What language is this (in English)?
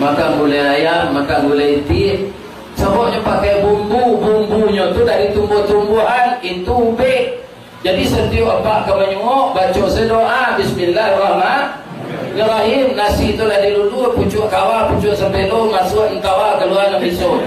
Minangkabau